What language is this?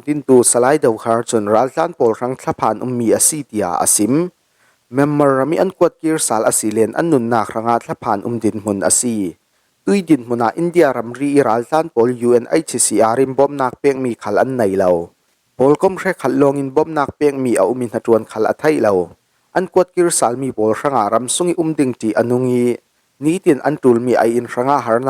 Falam Chin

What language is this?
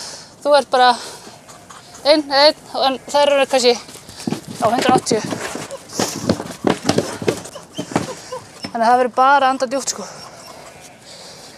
Icelandic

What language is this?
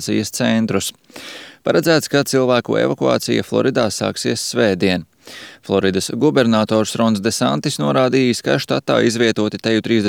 Latvian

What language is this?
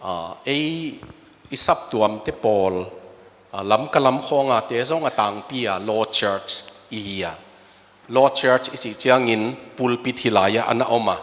Tedim Chin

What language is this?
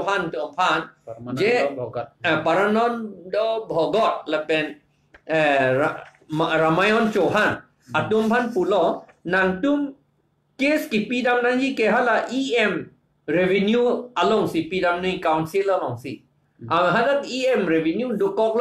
Karbi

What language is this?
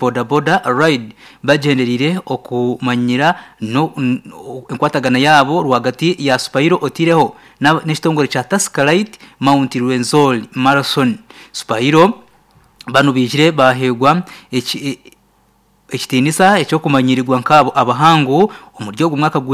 Nyankole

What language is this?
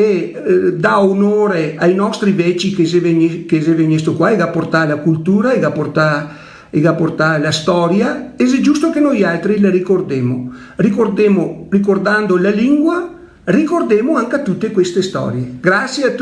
Venetian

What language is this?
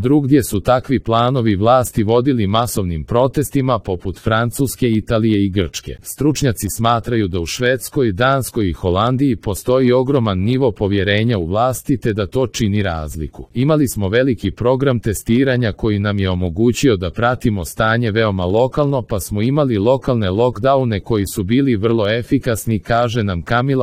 Croatian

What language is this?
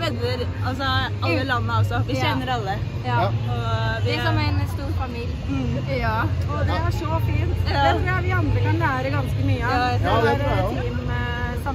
Norwegian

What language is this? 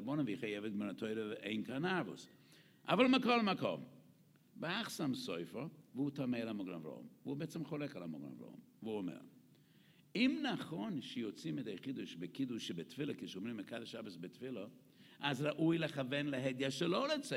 Hebrew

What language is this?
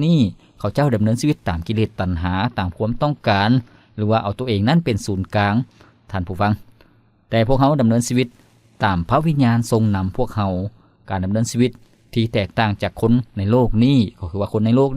Lao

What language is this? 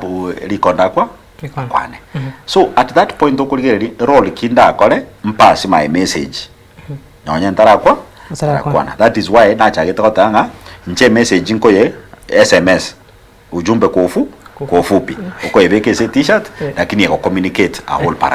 Gusii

